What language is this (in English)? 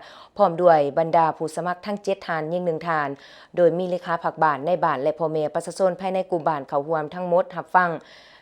Lao